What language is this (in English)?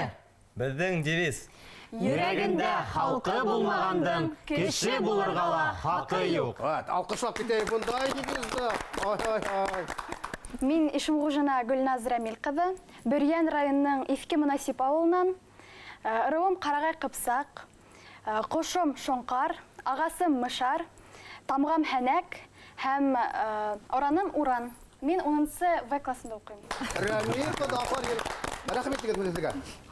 Bashkir